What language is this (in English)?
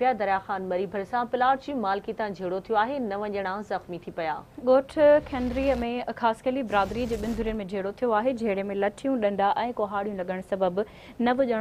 Sindhi